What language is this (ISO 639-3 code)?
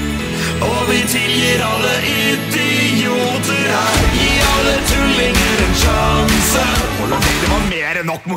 nor